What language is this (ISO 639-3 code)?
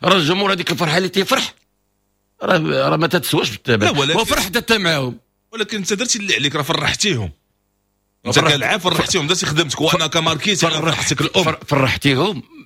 ary